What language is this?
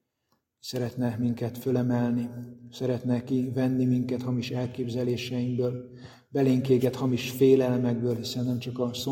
Hungarian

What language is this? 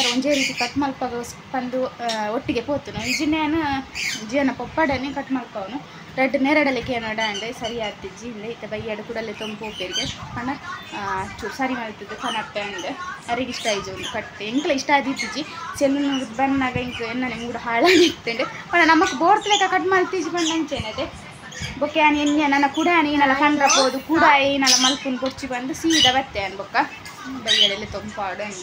Tulu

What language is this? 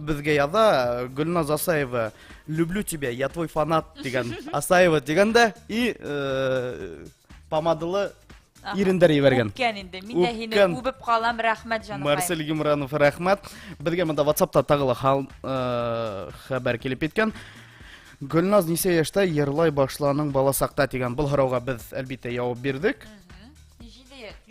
Bashkir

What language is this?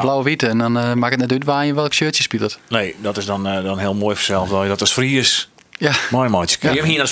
Western Frisian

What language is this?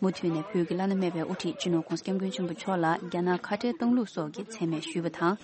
Tibetan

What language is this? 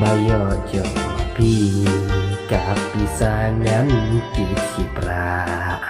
Khasi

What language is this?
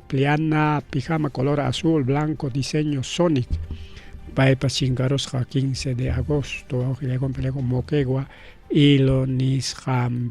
Ayacucho Quechua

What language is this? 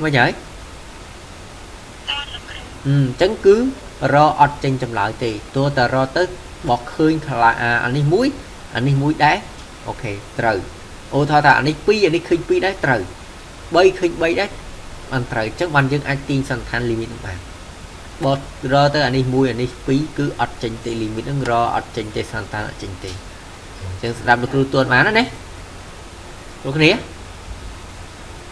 Khmer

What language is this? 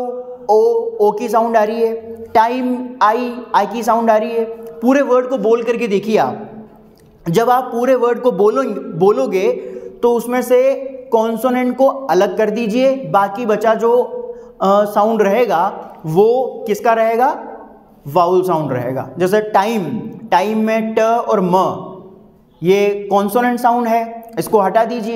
Hindi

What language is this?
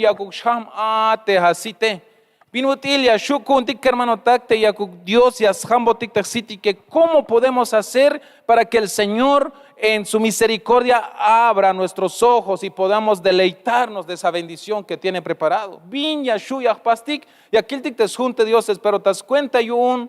Tzeltal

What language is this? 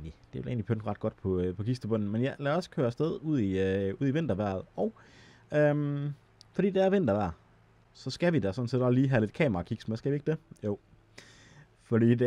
Danish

